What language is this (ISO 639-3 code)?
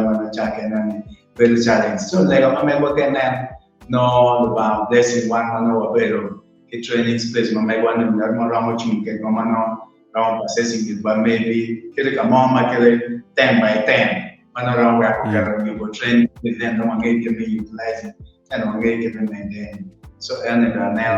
ach